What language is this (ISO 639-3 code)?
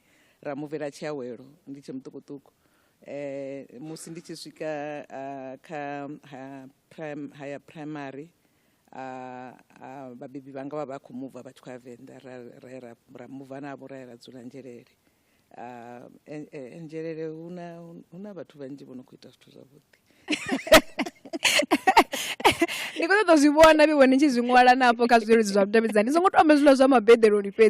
ven